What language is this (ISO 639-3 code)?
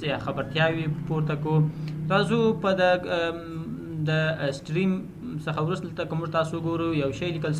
pus